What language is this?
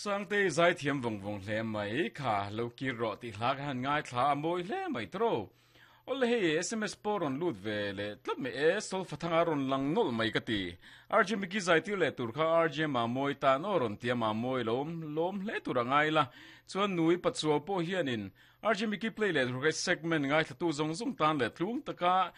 Mizo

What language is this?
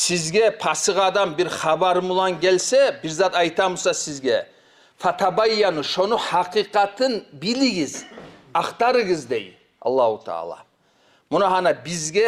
Kumyk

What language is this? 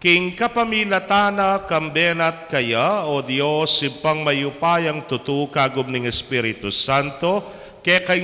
Pampanga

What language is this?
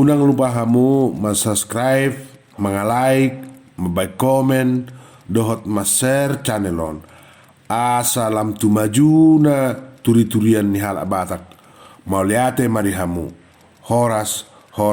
Batak Toba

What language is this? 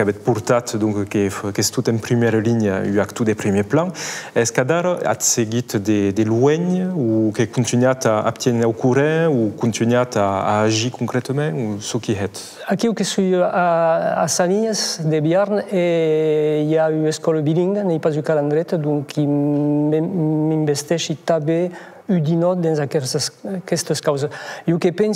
Occitan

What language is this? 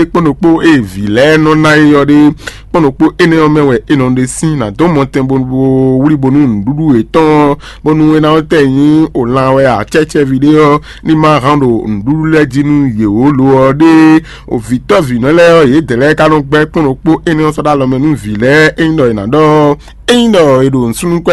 Fon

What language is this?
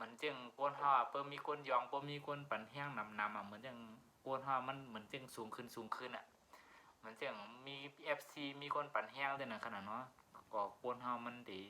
Shan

